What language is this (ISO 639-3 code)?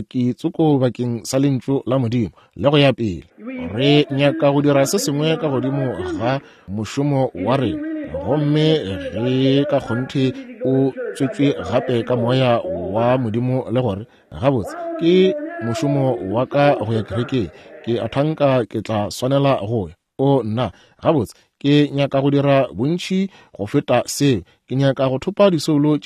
nso